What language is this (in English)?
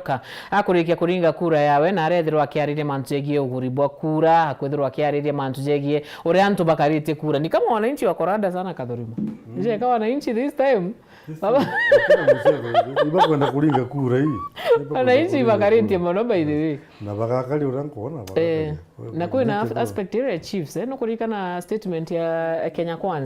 Meru